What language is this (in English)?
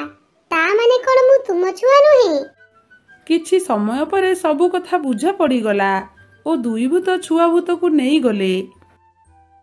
Odia